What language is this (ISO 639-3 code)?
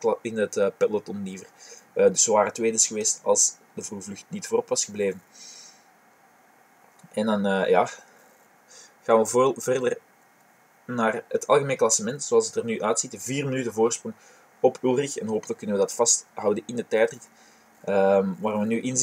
nld